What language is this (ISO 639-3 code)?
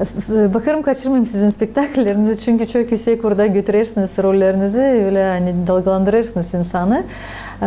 gag